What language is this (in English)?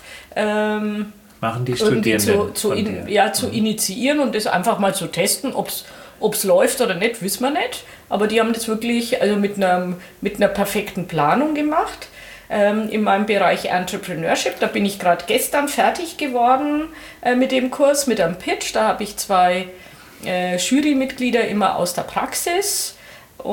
German